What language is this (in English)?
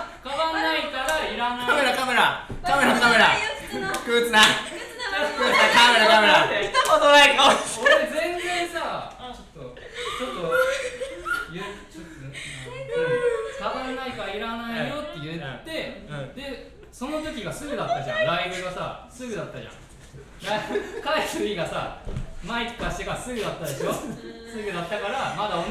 Japanese